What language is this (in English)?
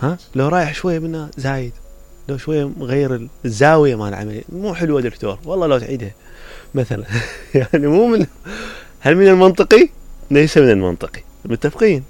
Mesopotamian Arabic